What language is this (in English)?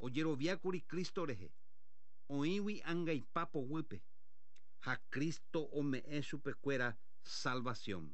Guarani